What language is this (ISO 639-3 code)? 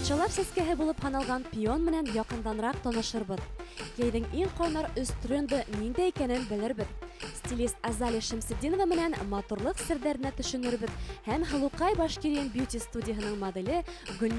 bak